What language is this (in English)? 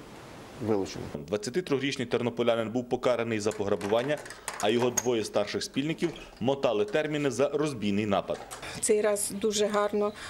Ukrainian